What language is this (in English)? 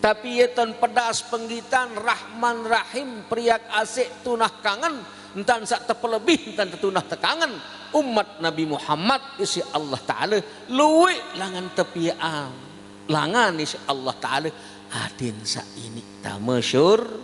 Sasak